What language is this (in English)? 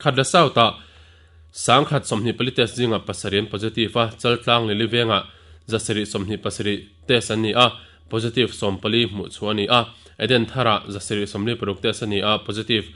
Mizo